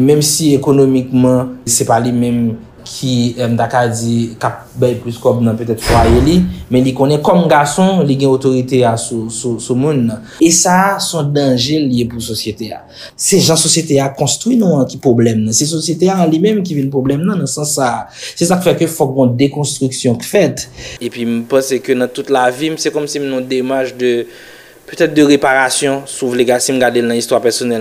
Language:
Haitian Creole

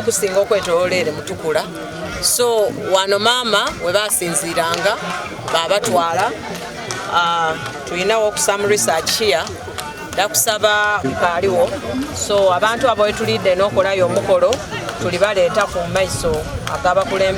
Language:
Soga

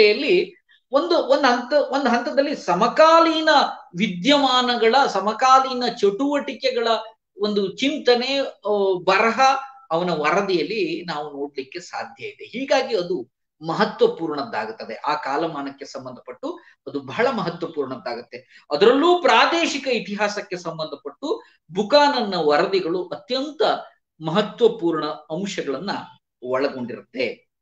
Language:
Kannada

